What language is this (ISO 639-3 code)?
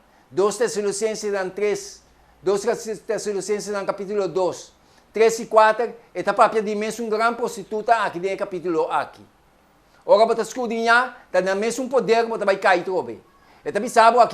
pap